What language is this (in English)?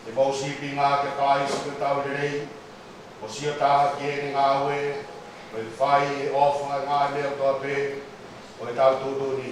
Tongan